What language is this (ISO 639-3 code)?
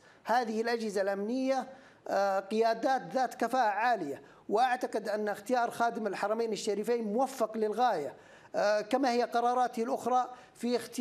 ara